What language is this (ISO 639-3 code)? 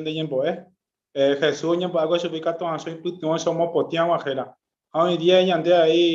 grn